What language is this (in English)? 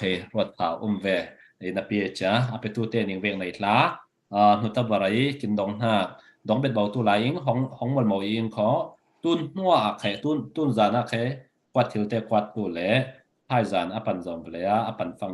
Falam Chin